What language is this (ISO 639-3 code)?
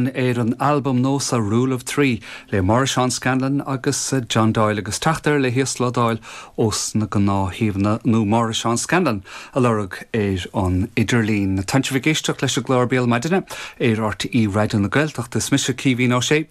gle